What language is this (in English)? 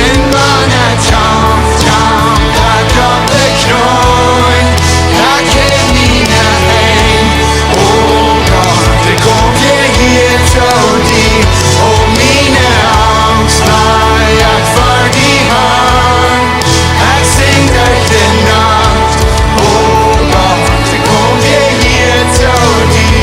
Plautdietsch